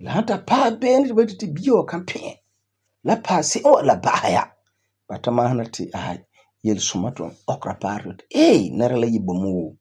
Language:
Frafra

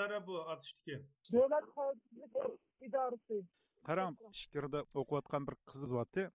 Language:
Uyghur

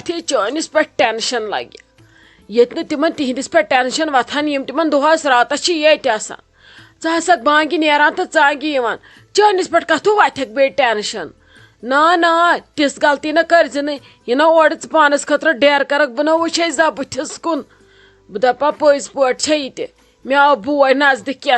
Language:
Kashmiri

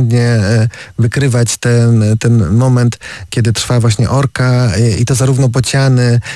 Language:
Polish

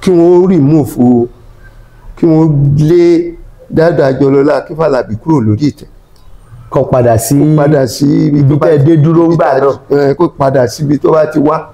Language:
Yoruba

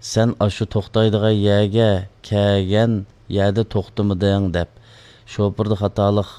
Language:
Uyghur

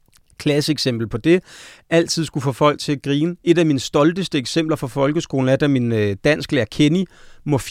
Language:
Danish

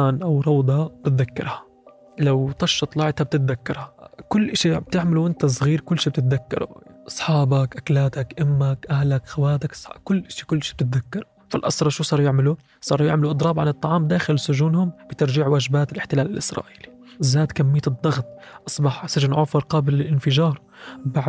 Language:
North Levantine Arabic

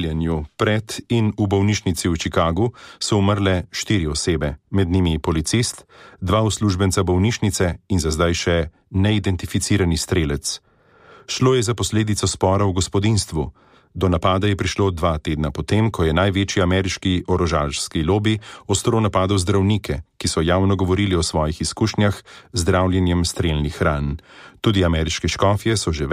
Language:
Slovenian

